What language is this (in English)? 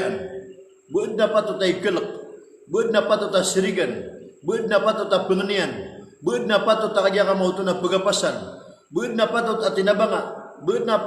Maranao